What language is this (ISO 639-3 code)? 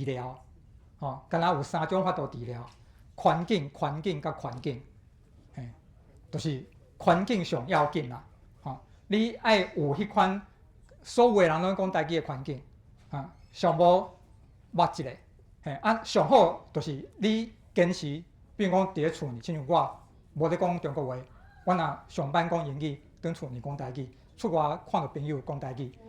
nan